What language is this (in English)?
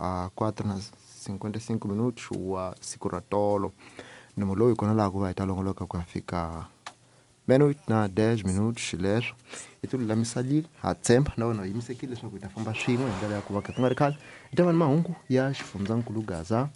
Tsonga